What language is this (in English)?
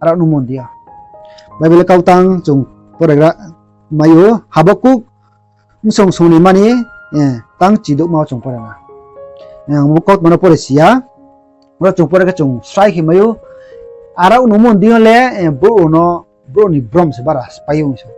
Riang (India)